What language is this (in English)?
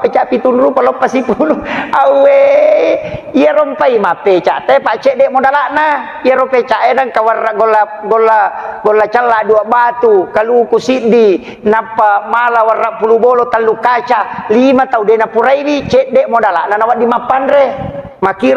Buginese